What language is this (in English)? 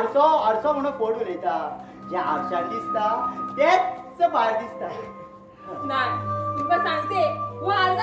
Konkani